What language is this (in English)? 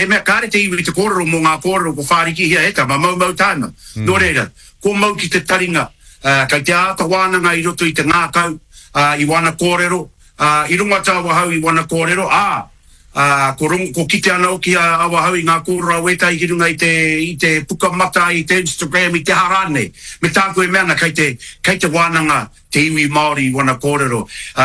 Māori